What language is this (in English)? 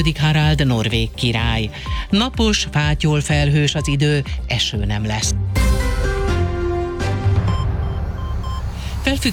Hungarian